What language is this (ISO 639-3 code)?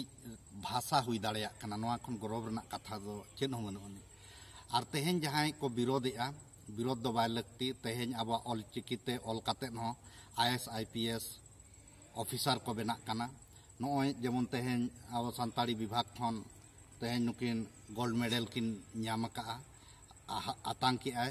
sat